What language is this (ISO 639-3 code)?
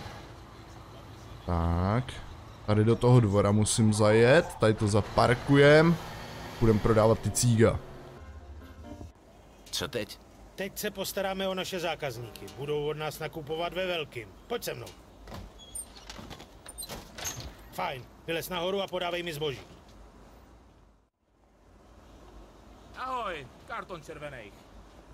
ces